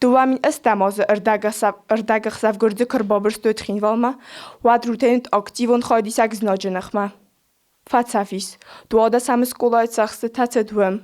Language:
Ossetic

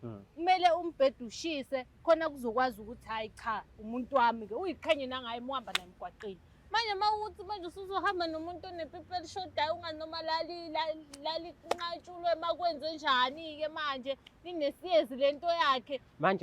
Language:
Zulu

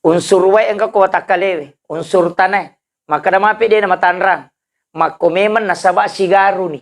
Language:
Buginese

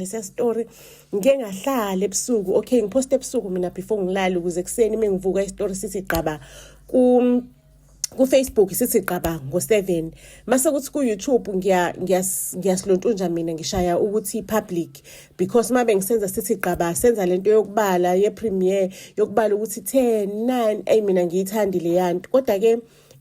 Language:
Zulu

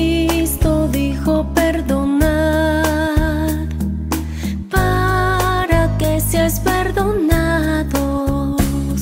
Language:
Spanish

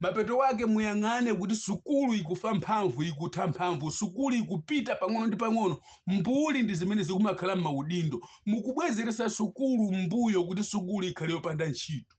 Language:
Nyanja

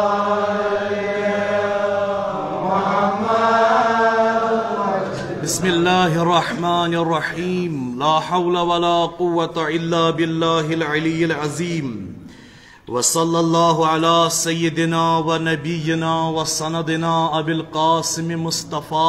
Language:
Kashmiri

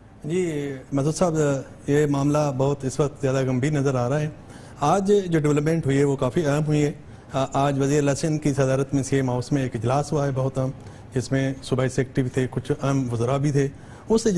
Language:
Urdu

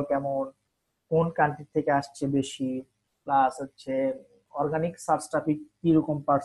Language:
Bangla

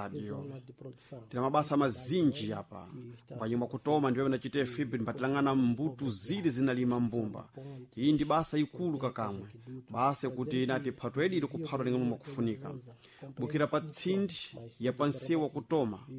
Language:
Sena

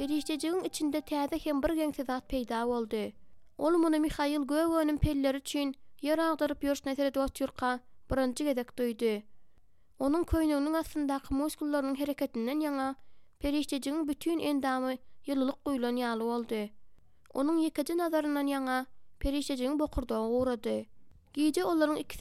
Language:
Turkmen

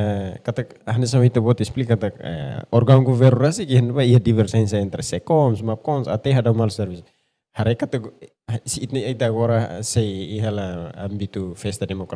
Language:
Tetum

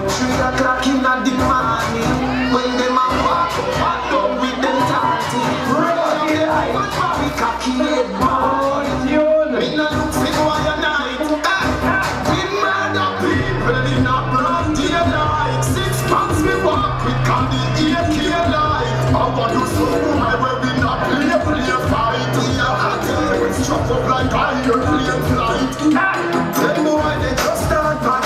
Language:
Jamaican Creole English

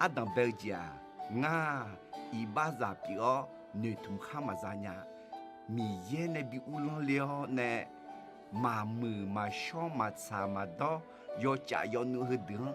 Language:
Akha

